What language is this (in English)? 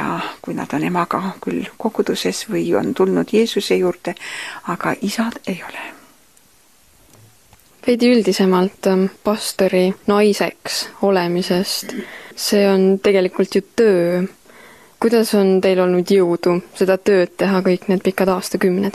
Estonian